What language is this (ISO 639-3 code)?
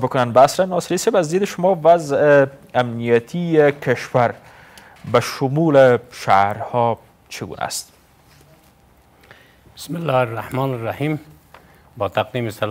fas